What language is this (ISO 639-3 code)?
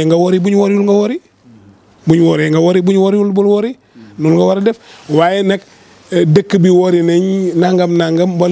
wol